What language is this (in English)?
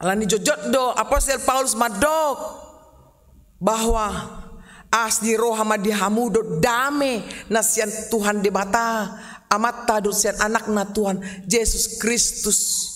Batak Toba